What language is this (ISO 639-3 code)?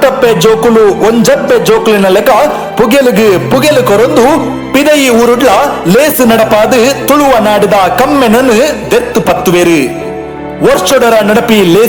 tcy